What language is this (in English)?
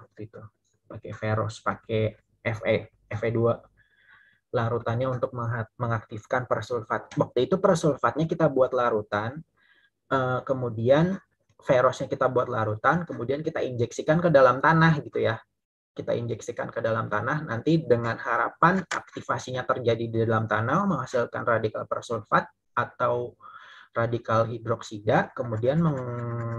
Indonesian